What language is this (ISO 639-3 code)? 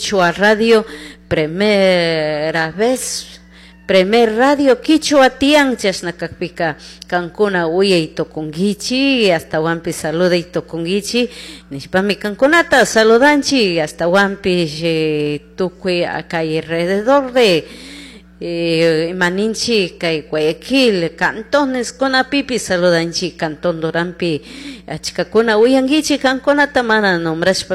qug